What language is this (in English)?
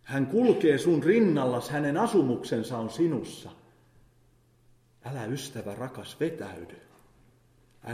Finnish